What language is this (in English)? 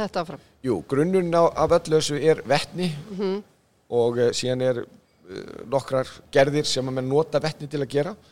Icelandic